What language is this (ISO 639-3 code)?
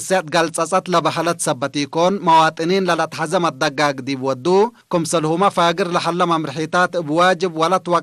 tig